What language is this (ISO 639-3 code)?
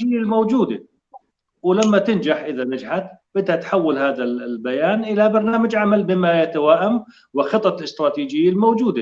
apc